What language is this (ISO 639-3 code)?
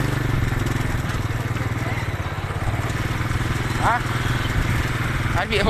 lao